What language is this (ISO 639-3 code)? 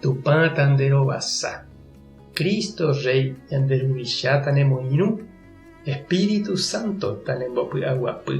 grn